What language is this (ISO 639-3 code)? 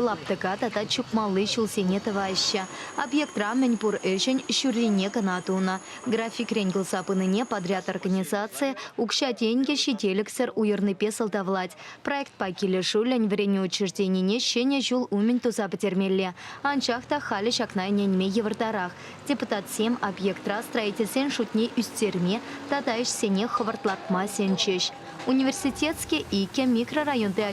chv